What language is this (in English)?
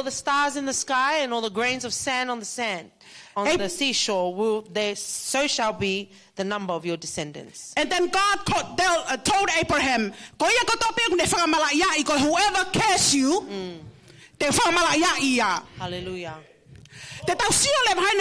Tongan